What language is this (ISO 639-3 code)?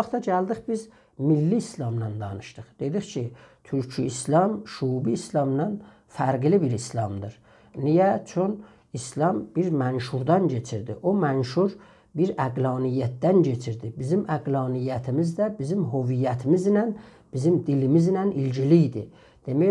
azb